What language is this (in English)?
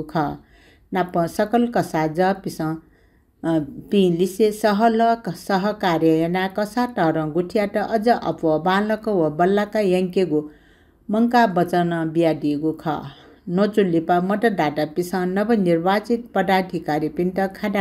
Newari